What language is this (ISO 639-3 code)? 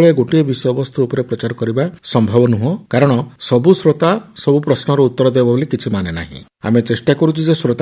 ori